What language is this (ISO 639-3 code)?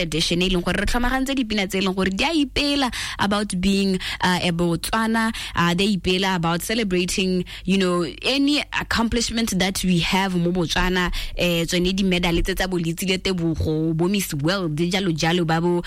tsn